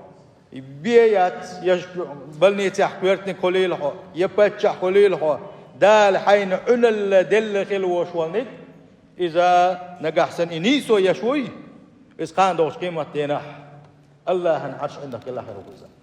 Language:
Chechen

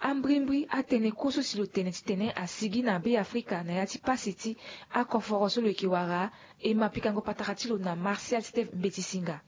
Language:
Sango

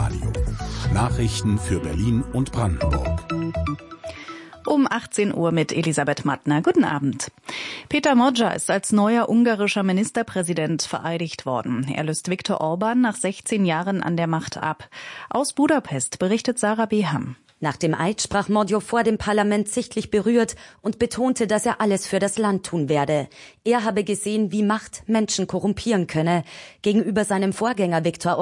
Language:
German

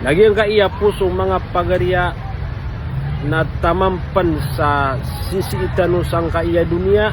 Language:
Maranao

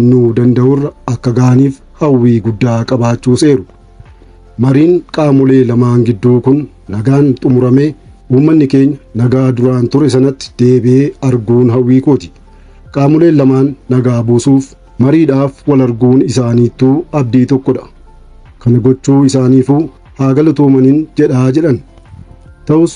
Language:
Oromo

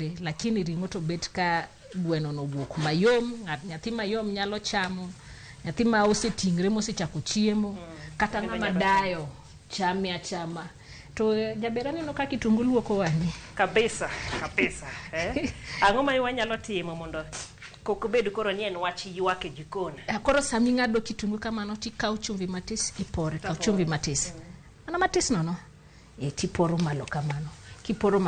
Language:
Luo (Kenya and Tanzania)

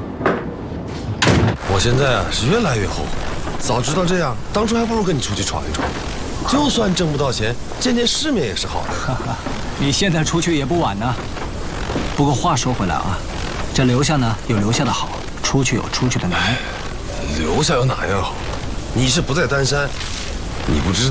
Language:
Chinese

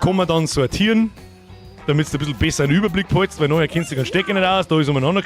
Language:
Bavarian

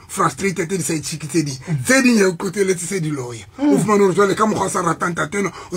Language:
Southern Sotho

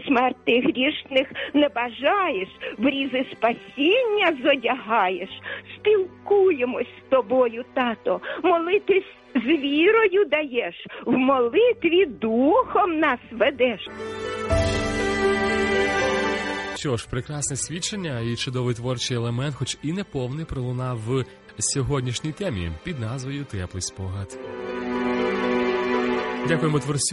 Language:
Ukrainian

